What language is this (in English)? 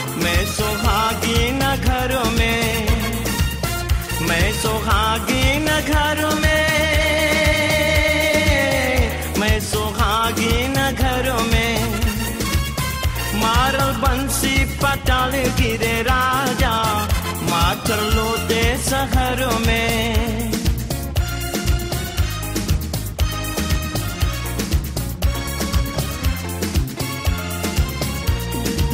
Bhojpuri